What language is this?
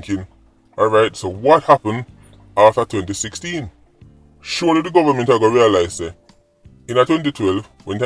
Jamaican Creole English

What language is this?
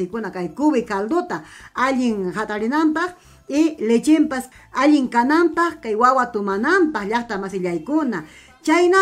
Ayacucho Quechua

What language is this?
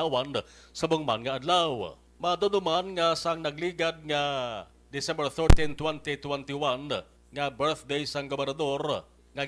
Hiligaynon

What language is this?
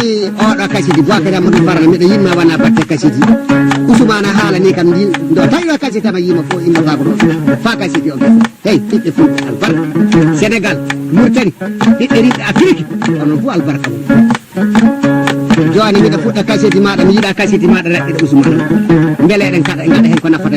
Fula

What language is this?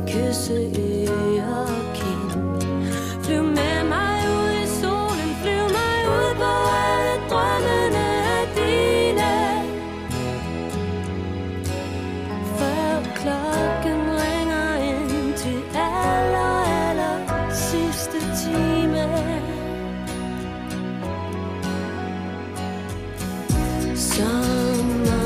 Danish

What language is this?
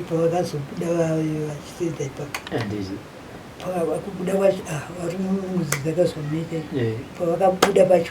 Shona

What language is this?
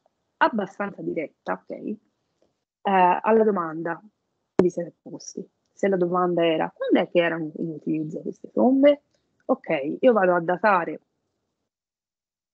Italian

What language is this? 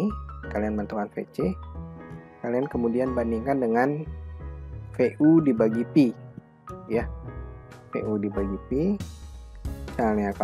Indonesian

